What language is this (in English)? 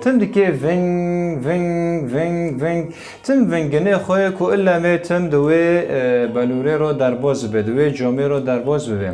Kurdish